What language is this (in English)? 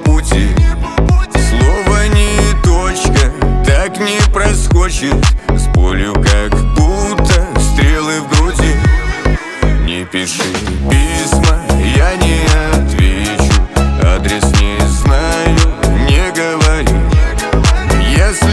Russian